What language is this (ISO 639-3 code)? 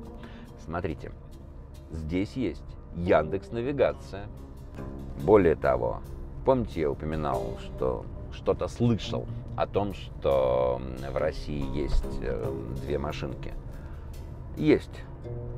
rus